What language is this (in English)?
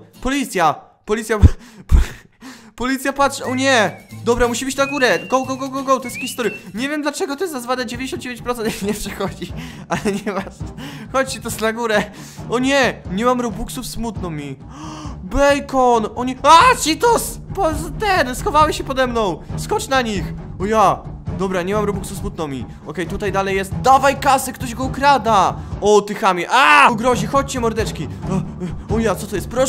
Polish